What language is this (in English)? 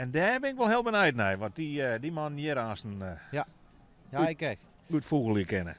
Western Frisian